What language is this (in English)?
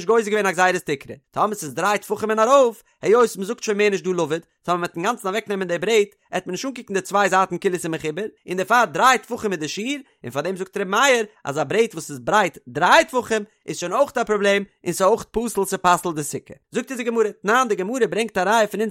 Yiddish